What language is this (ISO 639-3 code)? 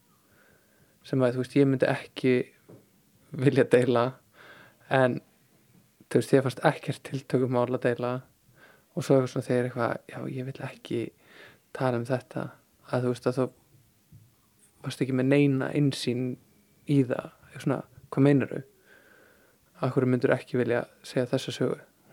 isl